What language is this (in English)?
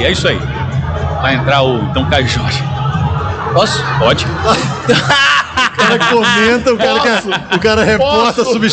Portuguese